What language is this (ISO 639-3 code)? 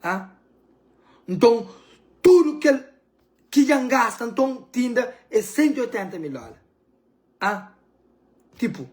kea